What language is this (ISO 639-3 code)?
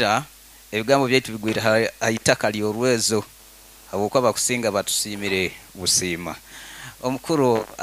nyo